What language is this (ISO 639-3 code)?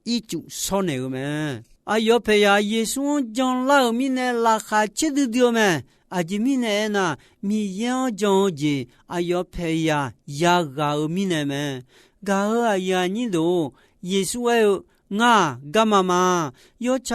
ahk